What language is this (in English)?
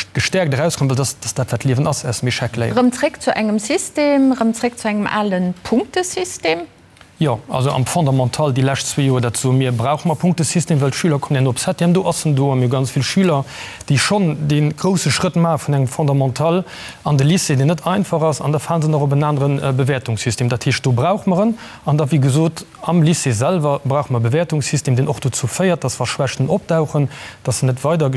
Luxembourgish